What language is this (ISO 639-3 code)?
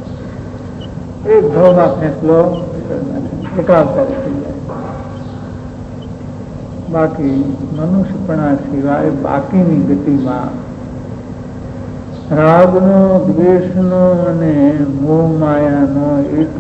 guj